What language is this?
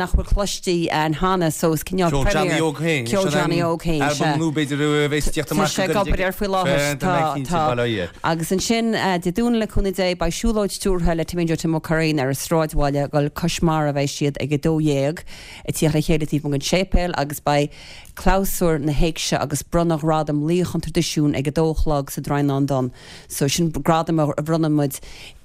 Irish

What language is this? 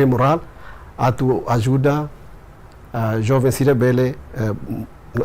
Tetum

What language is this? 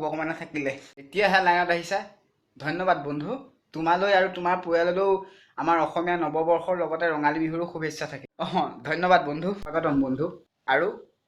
Assamese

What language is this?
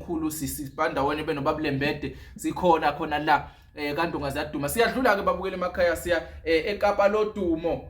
Zulu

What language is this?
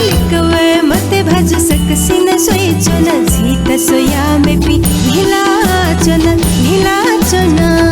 Newari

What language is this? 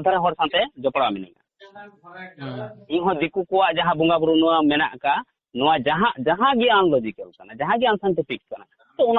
Santali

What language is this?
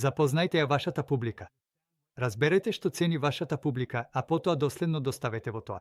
Macedonian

